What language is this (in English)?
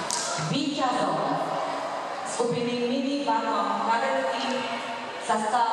Slovak